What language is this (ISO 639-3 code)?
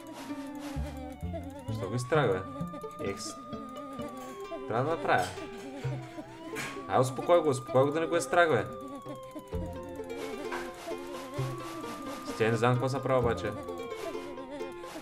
bul